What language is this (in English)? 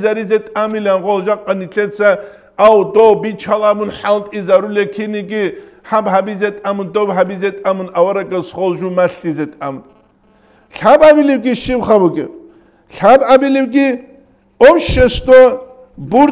Avaric